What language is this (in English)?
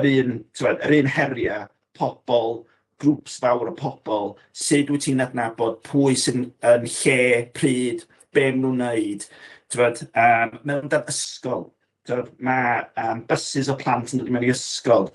Welsh